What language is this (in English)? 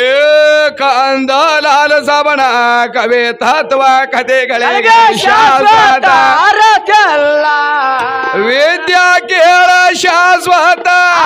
Kannada